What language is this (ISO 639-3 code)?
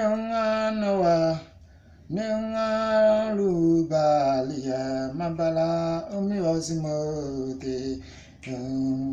mfz